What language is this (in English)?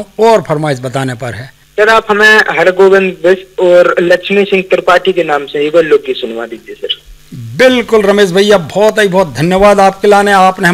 Hindi